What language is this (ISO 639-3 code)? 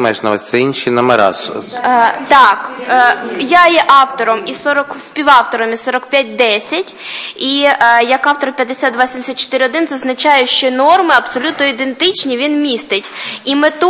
ukr